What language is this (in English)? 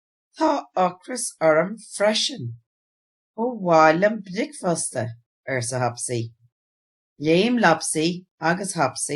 Irish